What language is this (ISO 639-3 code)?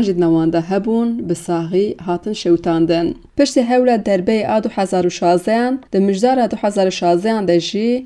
kur